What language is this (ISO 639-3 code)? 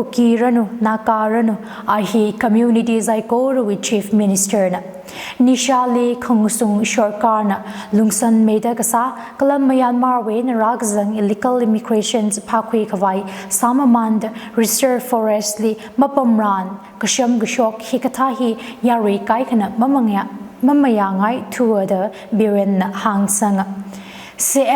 nmf